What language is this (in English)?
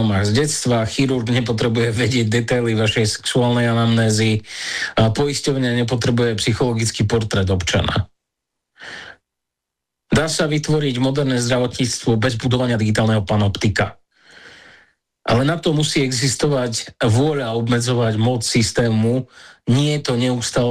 Slovak